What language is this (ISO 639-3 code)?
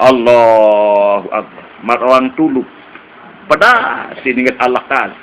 sas